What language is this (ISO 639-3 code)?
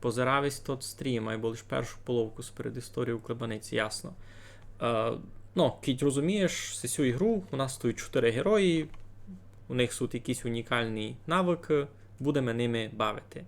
rue